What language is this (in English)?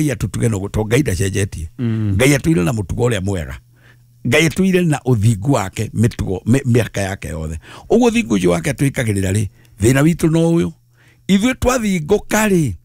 Kikuyu